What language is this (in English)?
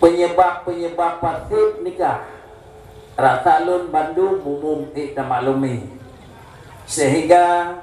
Achinese